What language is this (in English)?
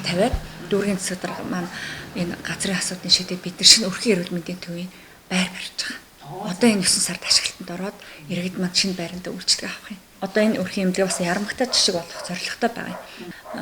Mongolian